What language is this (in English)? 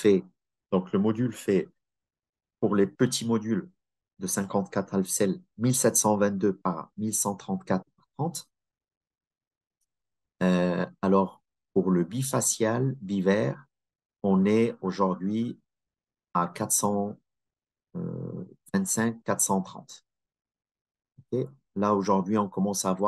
French